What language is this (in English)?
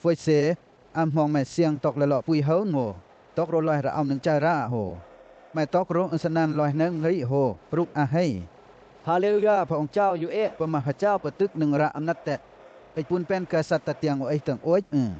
Western Lawa